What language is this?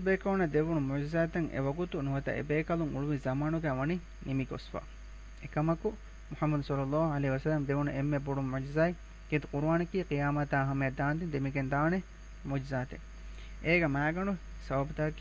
Divehi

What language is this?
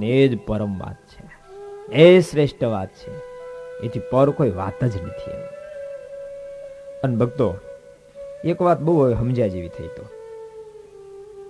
Gujarati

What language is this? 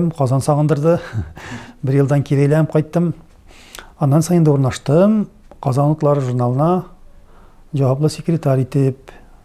Tatar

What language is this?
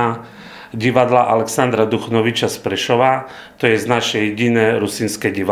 Rusyn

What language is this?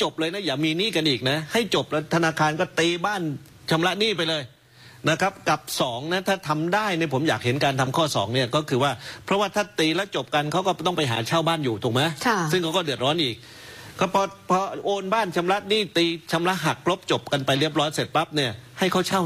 Thai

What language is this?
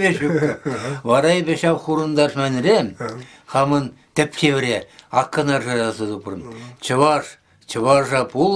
Chuvash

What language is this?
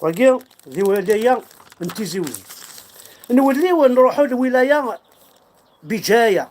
Kabyle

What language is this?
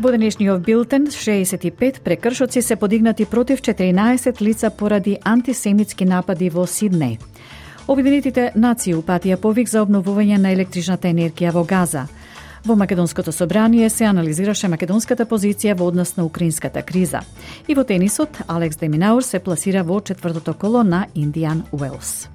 Macedonian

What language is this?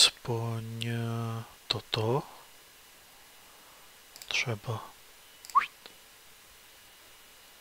Czech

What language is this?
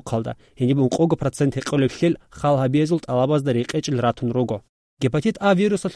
Avaric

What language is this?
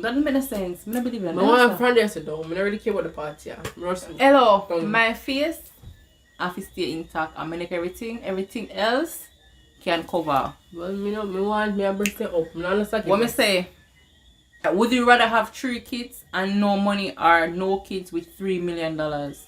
Jamaican Creole English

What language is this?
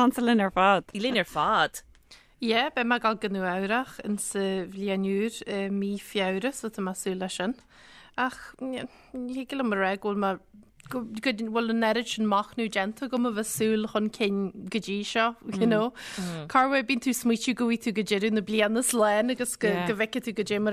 Irish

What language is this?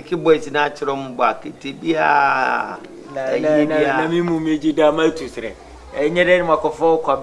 Akan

